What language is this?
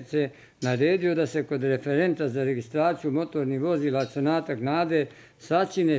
Bosnian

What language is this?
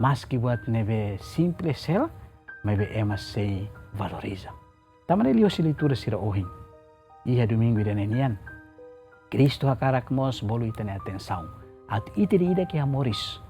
Tetum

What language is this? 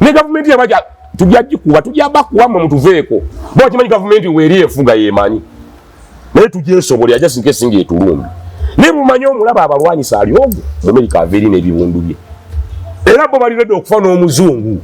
Ganda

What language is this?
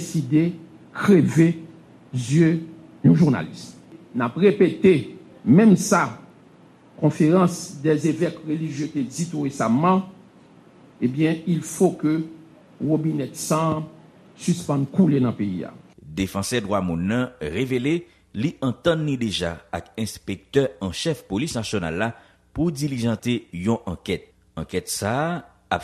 Haitian Creole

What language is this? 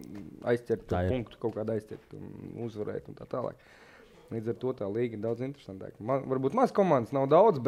Latvian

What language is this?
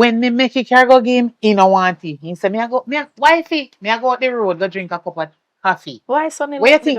Jamaican Creole English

